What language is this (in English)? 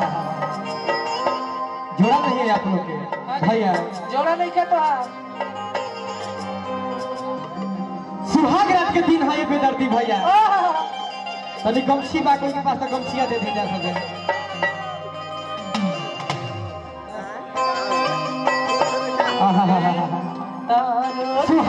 Bhojpuri